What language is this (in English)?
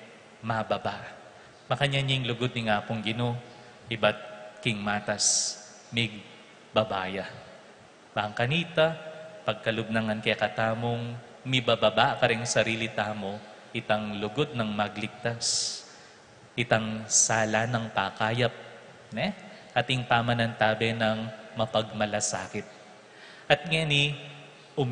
Pampanga